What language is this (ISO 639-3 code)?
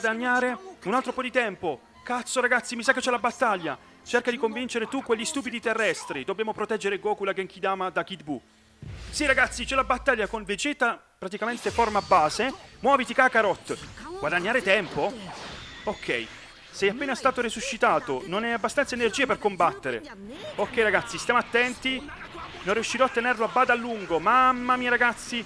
ita